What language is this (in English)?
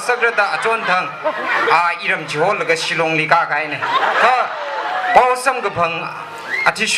Tangkhul Naga (India)